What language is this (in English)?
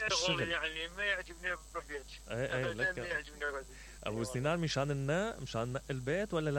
Mesopotamian Arabic